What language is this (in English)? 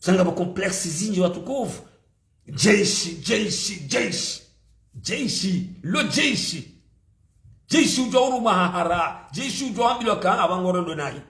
Ngazidja Comorian